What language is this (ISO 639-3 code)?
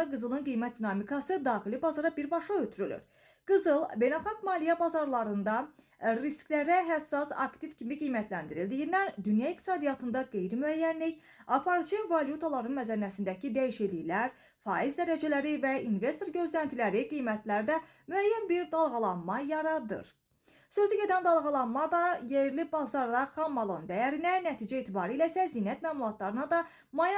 aze